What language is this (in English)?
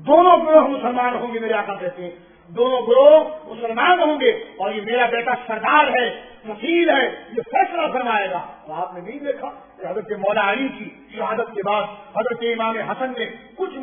Urdu